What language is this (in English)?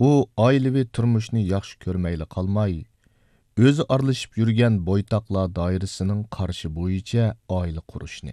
Uyghur